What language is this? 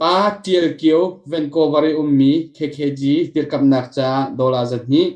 Hakha Chin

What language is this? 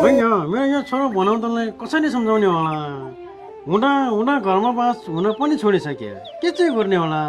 Nepali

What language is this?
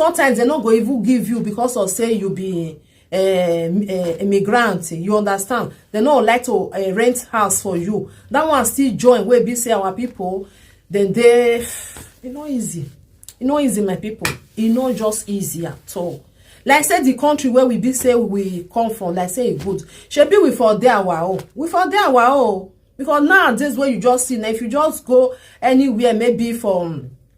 Nigerian Pidgin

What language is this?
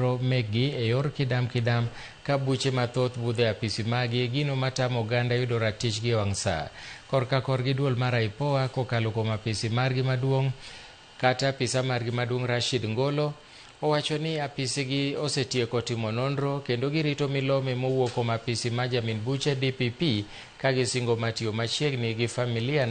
Luo (Kenya and Tanzania)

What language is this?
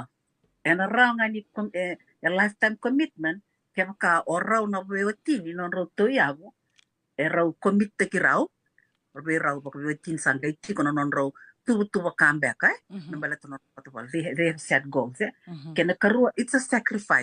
Fijian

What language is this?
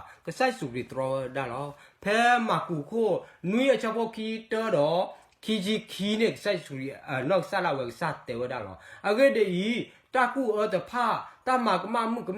S'gaw Karen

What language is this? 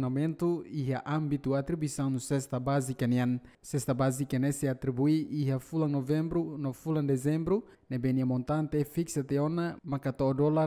Tetum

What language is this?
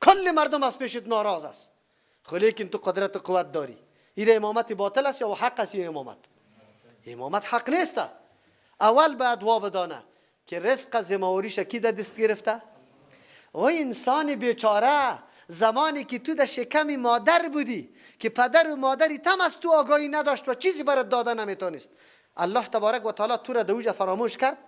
Persian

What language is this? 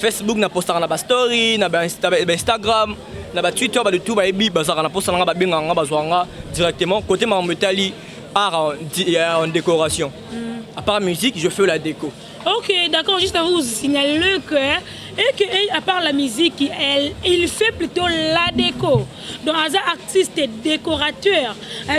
Lingala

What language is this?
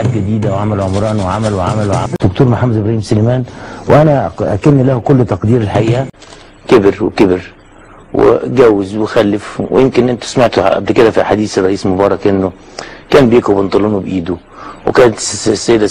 Egyptian Arabic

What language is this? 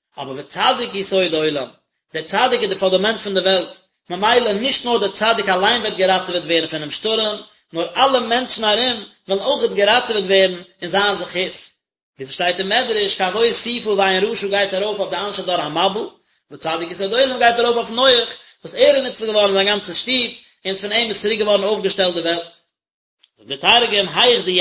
Yiddish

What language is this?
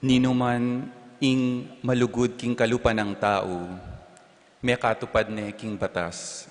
Pampanga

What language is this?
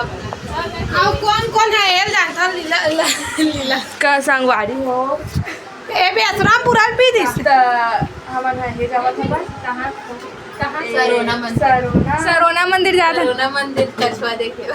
Chhattisgarhi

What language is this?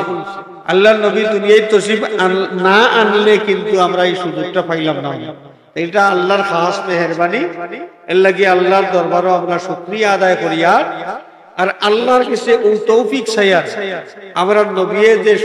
Sylheti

